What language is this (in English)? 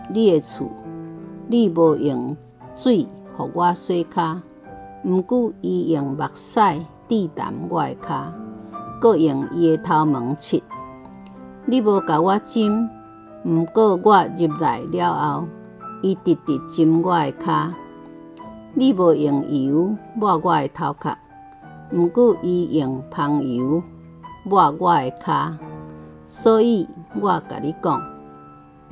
Min Nan Chinese